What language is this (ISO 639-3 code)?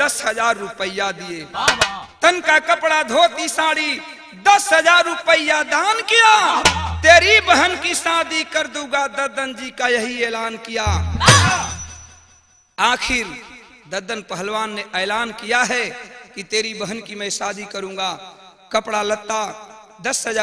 bho